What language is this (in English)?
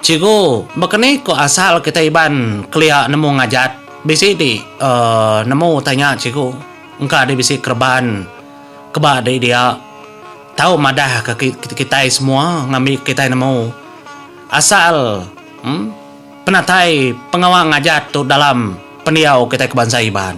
Iban